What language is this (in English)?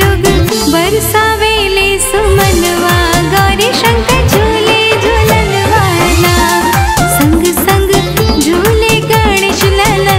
Bhojpuri